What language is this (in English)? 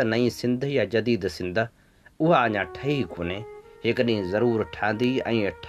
Sindhi